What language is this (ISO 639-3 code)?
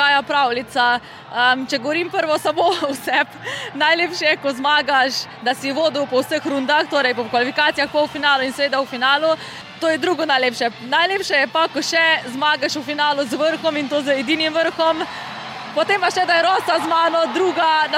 slv